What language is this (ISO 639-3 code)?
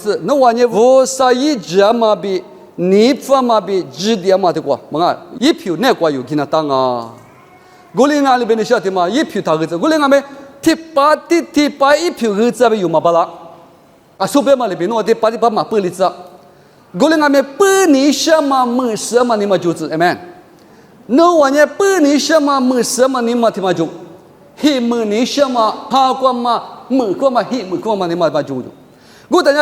lis